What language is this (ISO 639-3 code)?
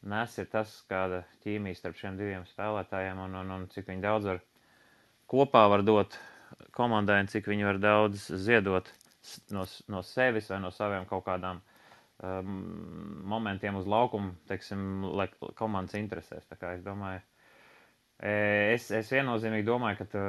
lav